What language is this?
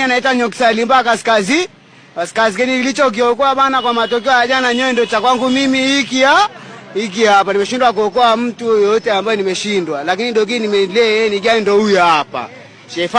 Swahili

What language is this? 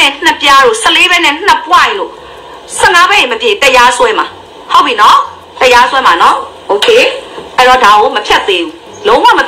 Burmese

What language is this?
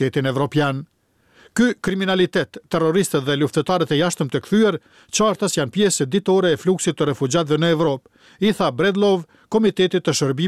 Albanian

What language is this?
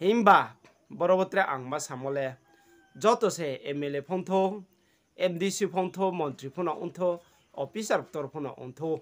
Riang (India)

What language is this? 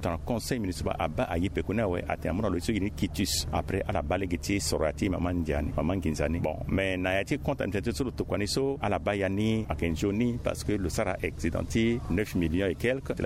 Sango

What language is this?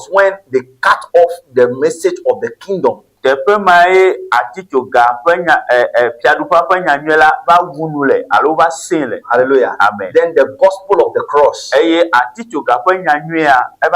Ewe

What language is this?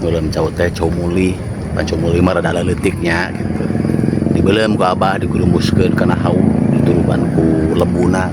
Sundanese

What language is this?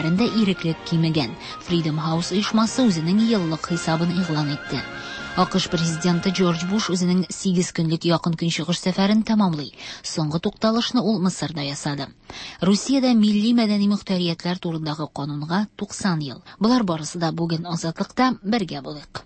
Tatar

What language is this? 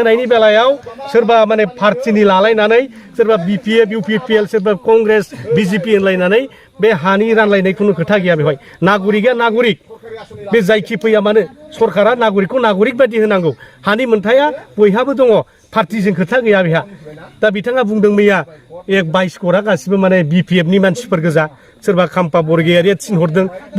Bodo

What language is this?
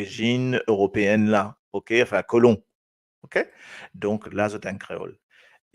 Morisyen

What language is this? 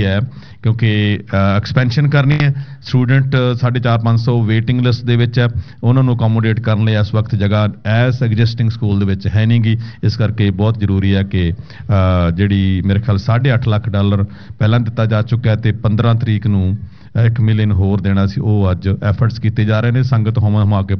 Punjabi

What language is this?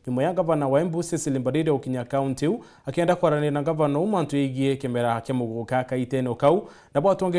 Meru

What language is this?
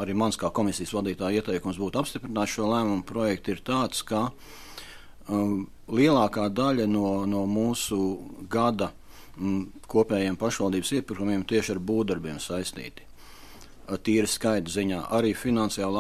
Latvian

